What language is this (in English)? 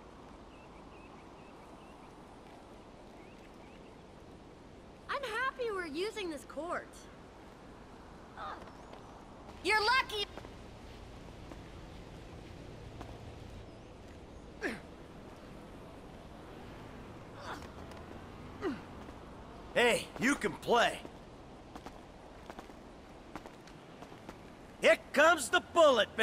English